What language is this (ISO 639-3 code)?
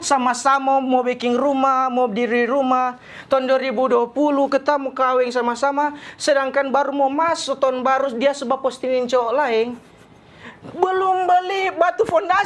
xmm